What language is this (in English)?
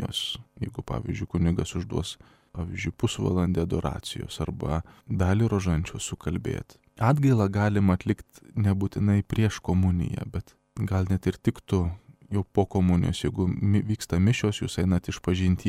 Lithuanian